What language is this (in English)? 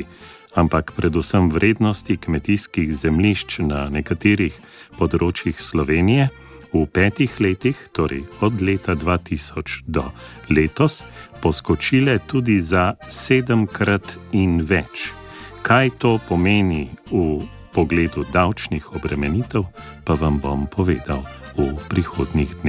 Slovenian